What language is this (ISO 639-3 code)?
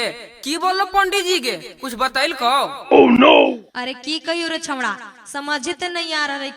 mag